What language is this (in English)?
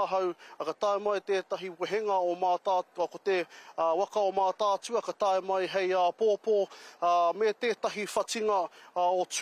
Māori